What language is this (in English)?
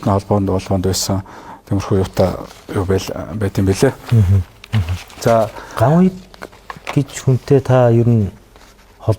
Mongolian